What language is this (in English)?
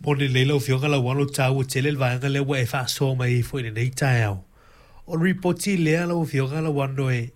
Samoan